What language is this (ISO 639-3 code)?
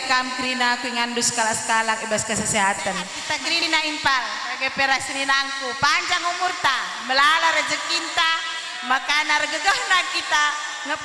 btx